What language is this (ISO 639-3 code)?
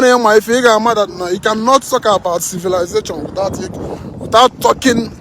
ibo